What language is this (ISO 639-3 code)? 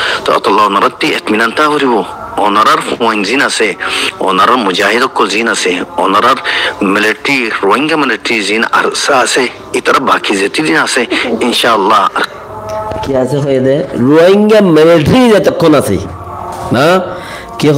rhg